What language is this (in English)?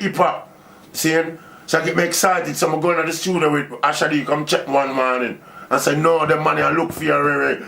Jamaican Creole English